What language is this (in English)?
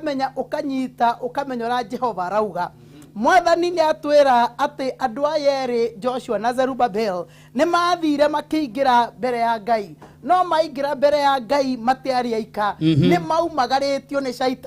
Kikuyu